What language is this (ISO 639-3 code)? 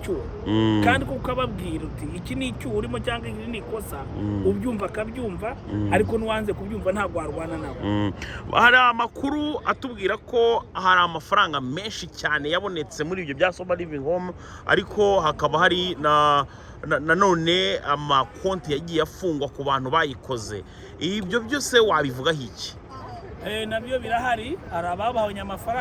kin